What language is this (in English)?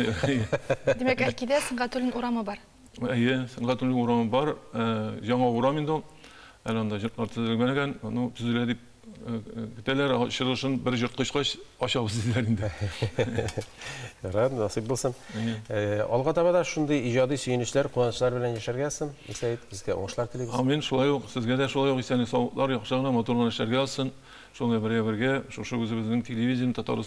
Tatar